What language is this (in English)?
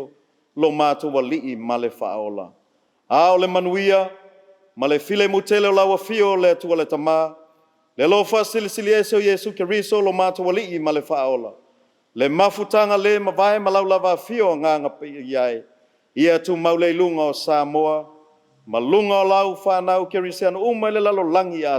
Samoan